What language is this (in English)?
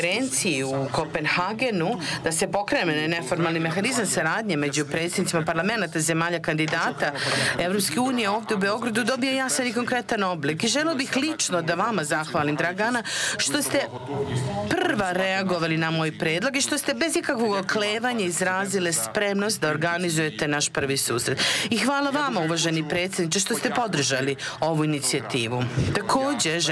Serbian